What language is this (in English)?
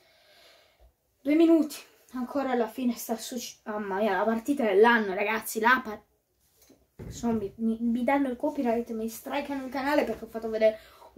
Italian